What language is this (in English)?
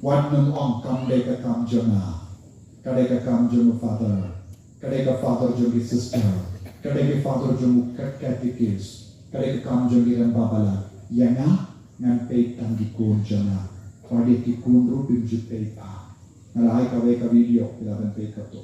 Khasi